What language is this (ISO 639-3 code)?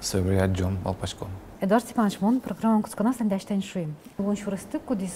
udm